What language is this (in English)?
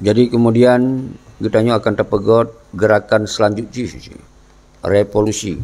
Achinese